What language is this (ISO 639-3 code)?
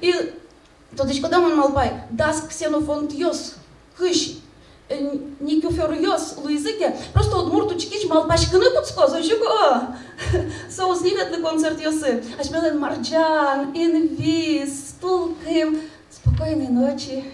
udm